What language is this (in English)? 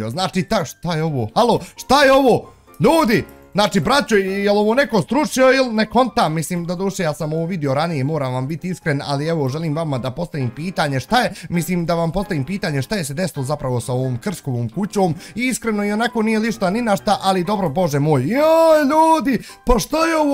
Bosnian